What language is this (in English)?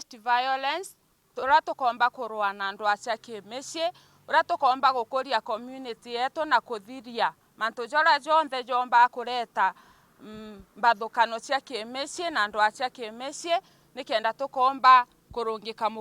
Meru